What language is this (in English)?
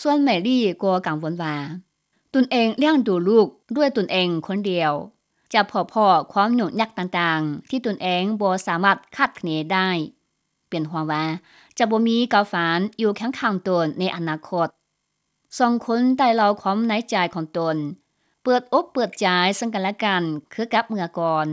Lao